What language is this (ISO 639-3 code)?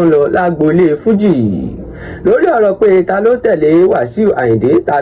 yor